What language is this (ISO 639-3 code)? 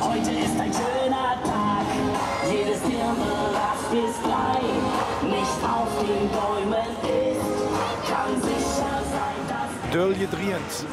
lim